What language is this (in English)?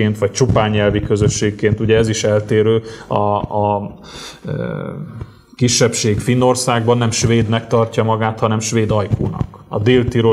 Hungarian